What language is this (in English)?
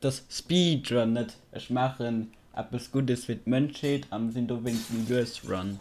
Luxembourgish